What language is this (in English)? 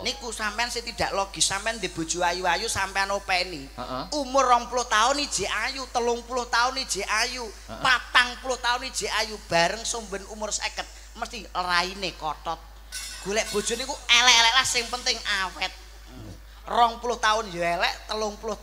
Javanese